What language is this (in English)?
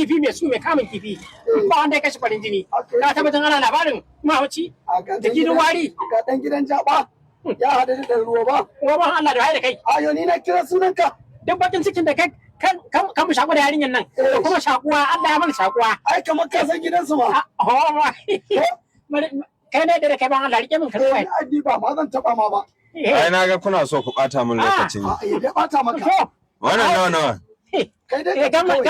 Hausa